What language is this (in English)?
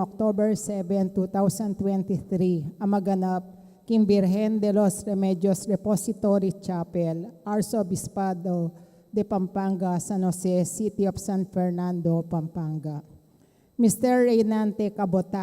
Pampanga